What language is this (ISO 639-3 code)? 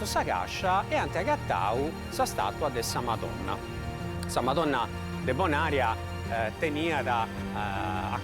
srd